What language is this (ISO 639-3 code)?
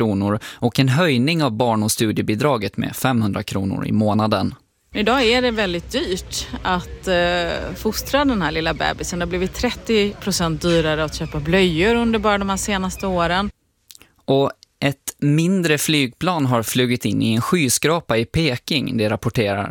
swe